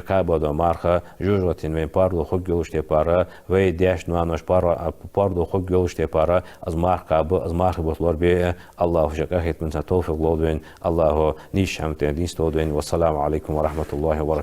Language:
Ingush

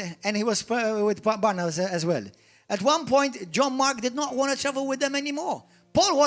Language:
English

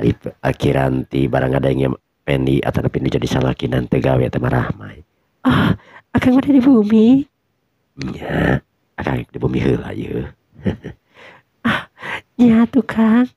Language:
Sundanese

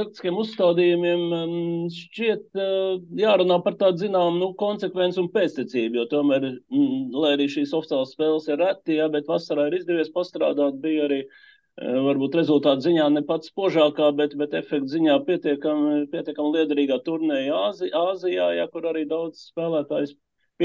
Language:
Latvian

